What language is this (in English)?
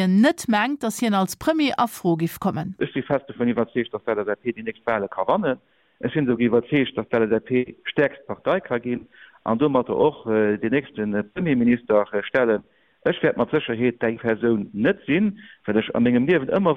Luxembourgish